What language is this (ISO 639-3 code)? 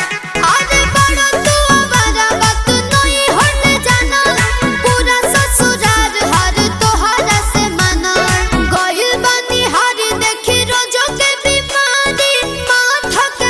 bho